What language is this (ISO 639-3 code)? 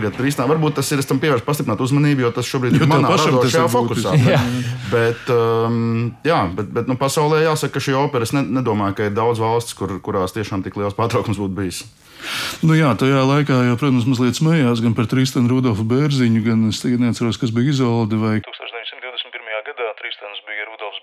lav